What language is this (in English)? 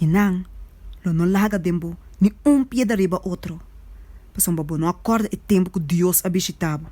Papiamento